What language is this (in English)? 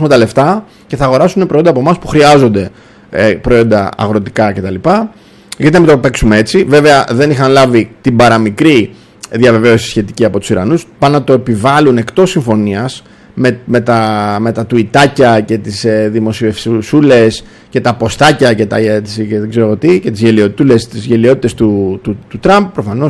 Greek